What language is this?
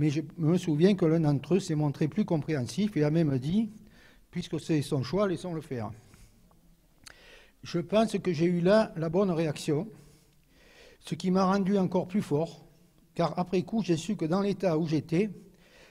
French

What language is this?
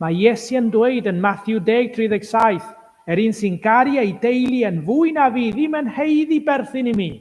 Welsh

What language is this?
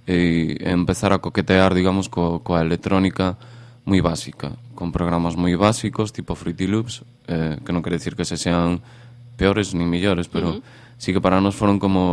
Galician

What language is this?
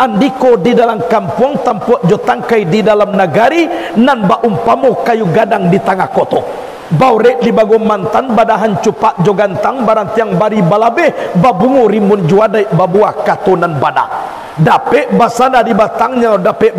Minangkabau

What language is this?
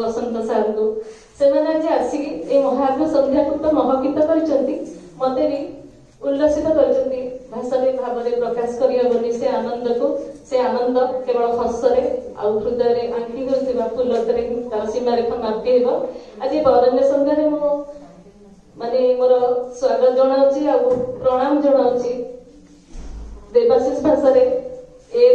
Odia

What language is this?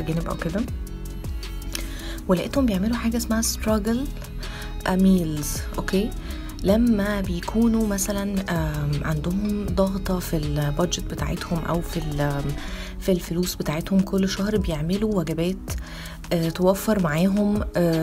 Egyptian Arabic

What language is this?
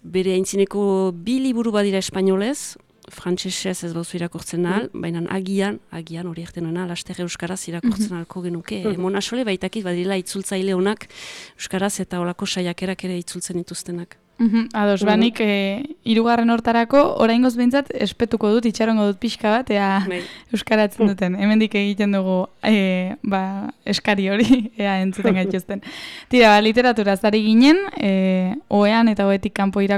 Basque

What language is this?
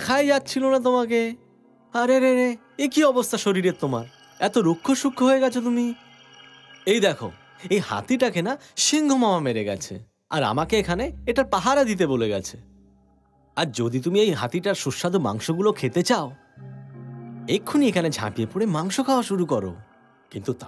Bangla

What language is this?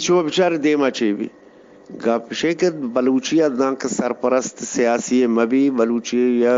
Eastern Balochi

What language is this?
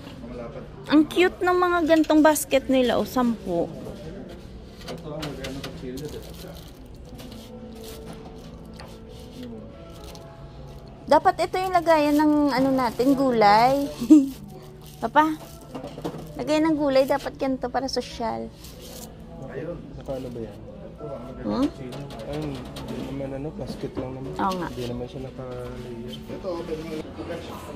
Filipino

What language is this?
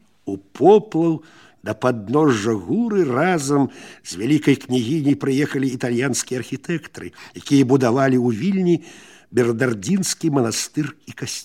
Belarusian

